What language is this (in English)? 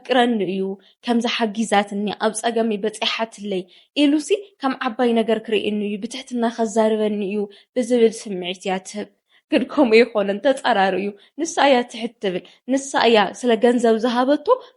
Tigrinya